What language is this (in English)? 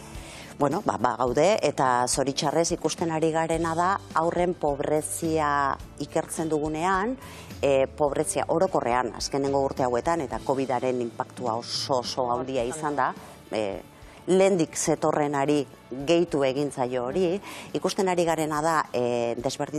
Basque